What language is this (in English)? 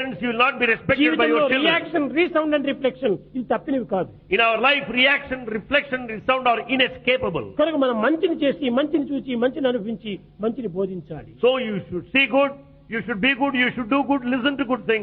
Telugu